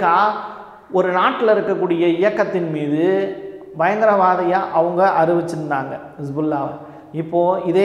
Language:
Tamil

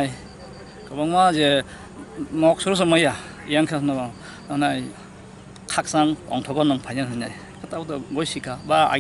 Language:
Kok Borok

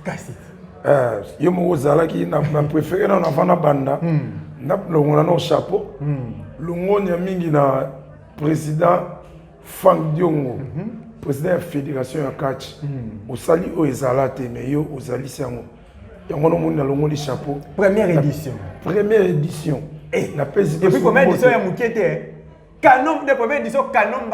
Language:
Lingala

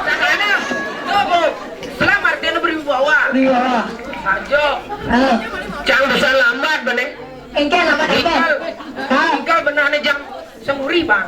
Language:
Balinese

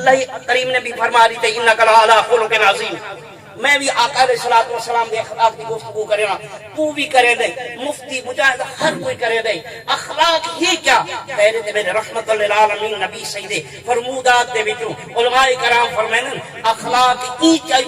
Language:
Saraiki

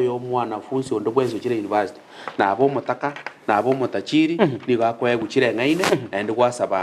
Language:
Gusii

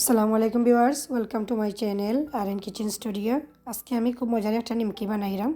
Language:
Sylheti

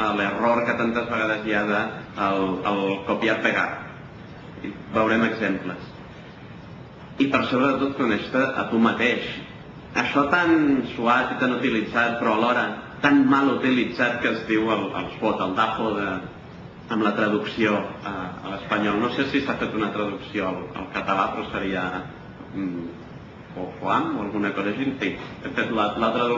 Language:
Catalan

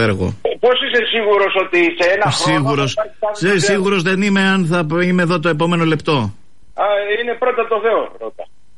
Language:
Greek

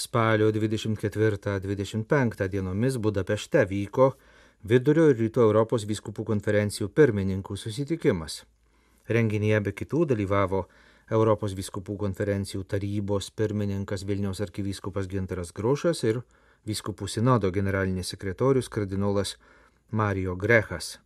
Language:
Lithuanian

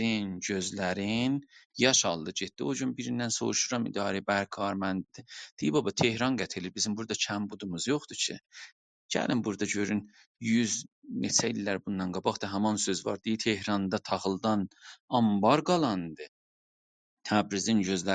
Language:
South Azerbaijani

